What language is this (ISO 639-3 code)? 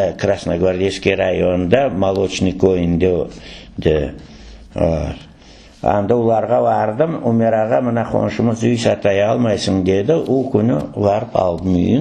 crh